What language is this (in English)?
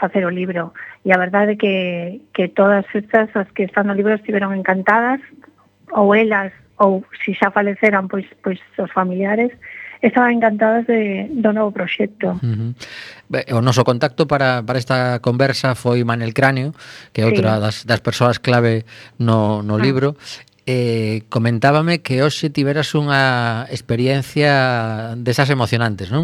Galician